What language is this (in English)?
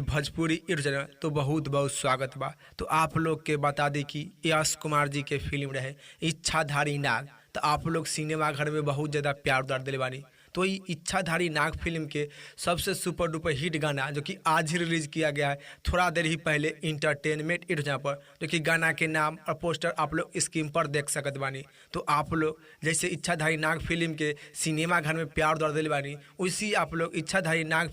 Bhojpuri